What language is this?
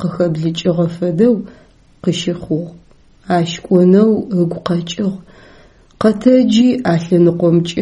Adyghe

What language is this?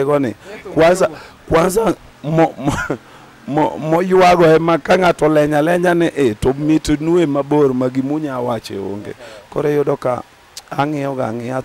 Luo (Kenya and Tanzania)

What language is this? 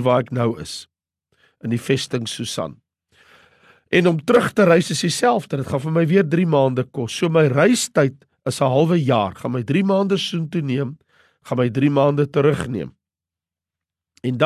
Afrikaans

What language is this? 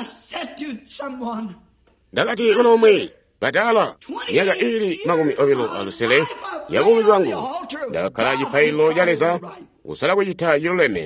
Tonga (Zambia)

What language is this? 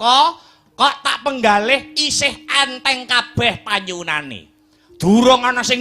Javanese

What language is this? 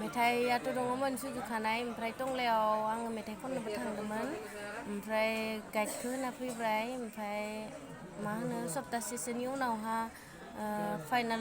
Bodo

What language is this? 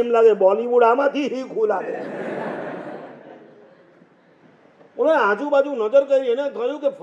Gujarati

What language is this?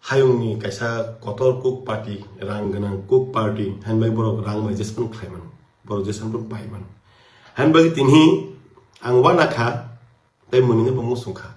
Kok Borok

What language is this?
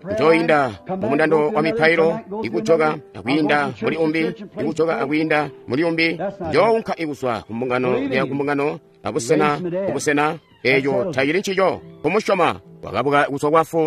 Tonga (Zambia)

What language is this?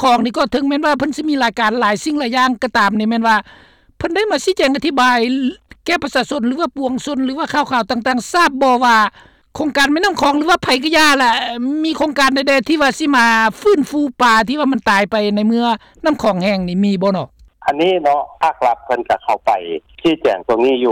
Lao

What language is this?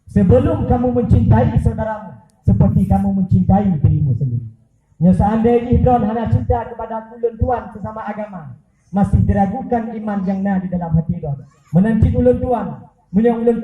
Achinese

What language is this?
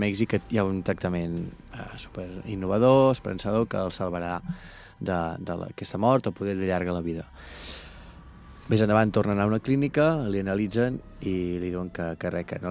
Catalan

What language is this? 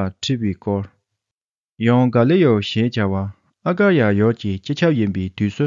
Tibetan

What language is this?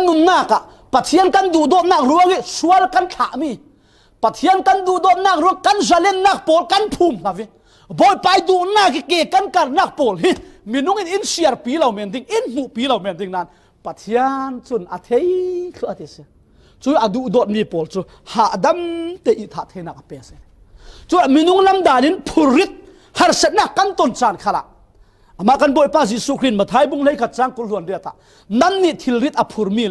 Falam Chin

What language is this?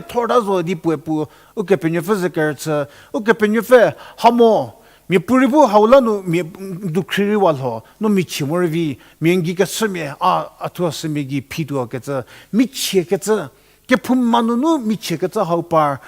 Angami Naga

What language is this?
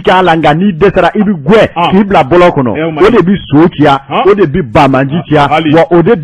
Bambara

